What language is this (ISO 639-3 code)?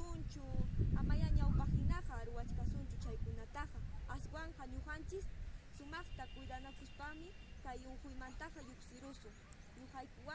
que